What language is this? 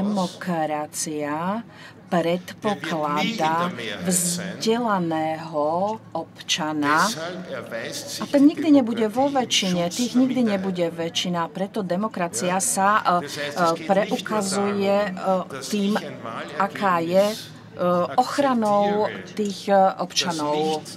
Slovak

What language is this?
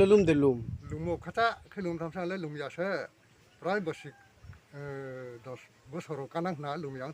Riang (India)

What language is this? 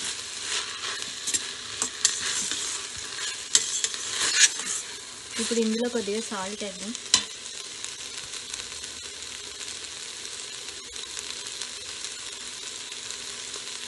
Telugu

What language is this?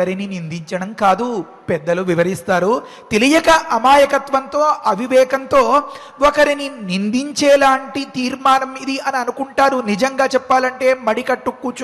Telugu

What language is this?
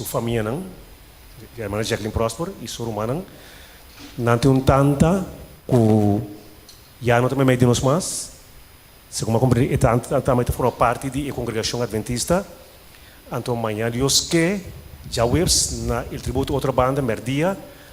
Papiamento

